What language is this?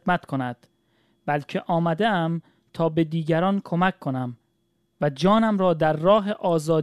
Persian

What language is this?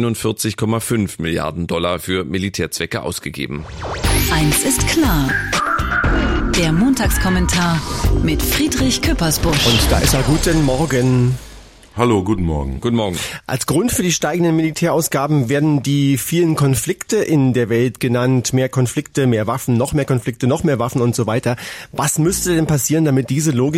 German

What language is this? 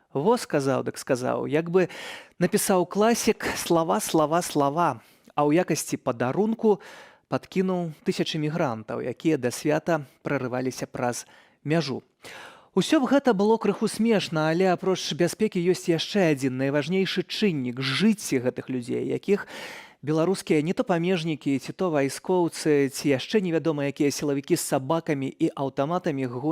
Belarusian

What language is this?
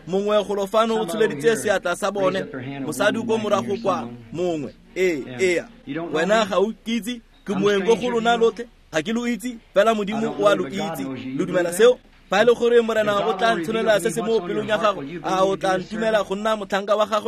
Tswana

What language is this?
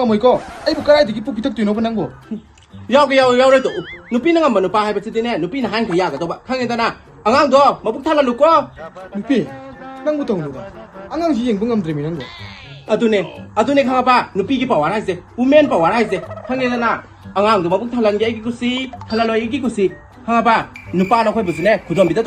Manipuri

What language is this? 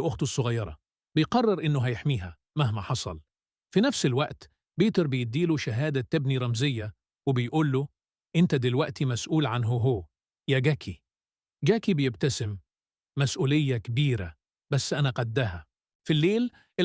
Egyptian Arabic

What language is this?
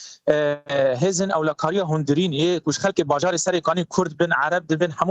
Kurdish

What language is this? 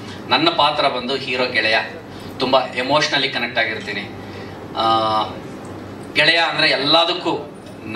Kannada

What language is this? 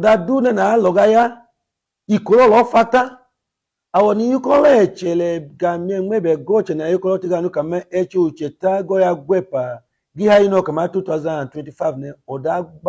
Idoma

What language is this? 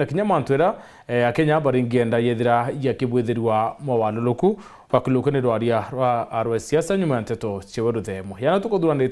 Meru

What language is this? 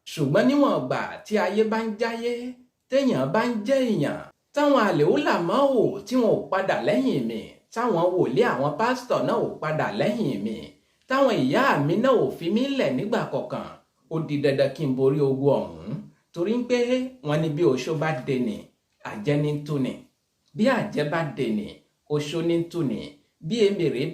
Yoruba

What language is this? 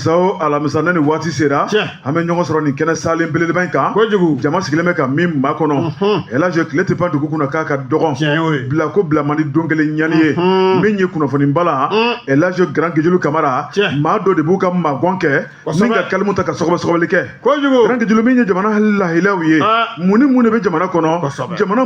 Bambara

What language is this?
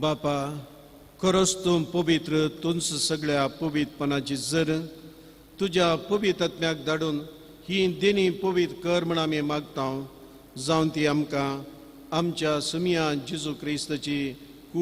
Konkani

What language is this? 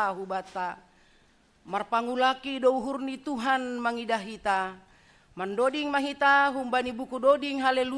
Batak Simalungun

